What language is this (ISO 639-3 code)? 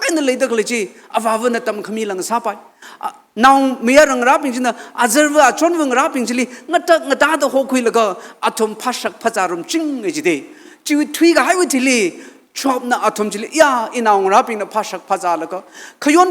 nmf